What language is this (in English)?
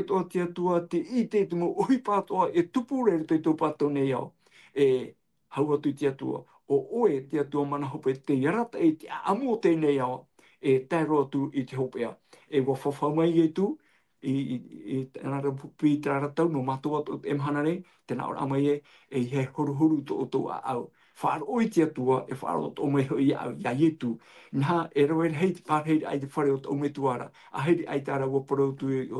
Tahitian